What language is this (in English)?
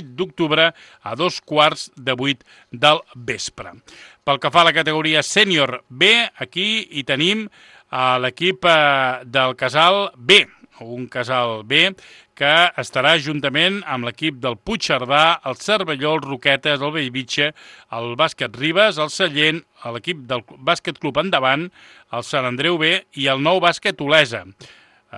Catalan